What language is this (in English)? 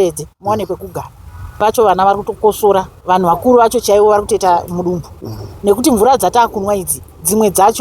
Shona